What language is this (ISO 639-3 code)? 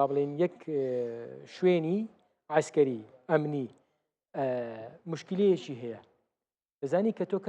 ckb